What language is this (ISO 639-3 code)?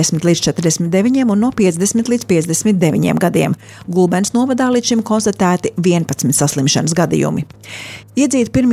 lav